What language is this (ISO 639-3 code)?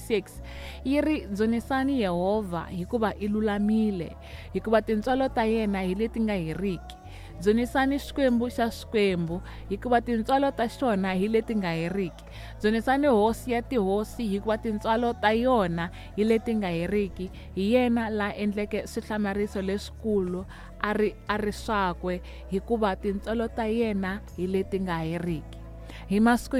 tso